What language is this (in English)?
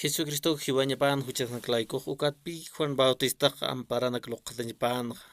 Aymara